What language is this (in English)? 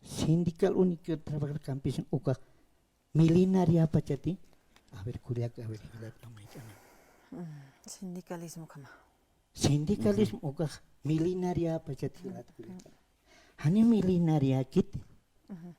Aymara